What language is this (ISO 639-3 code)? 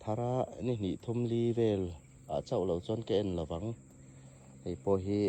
hmr